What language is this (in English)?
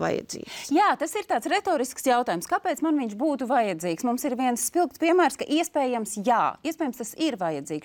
Latvian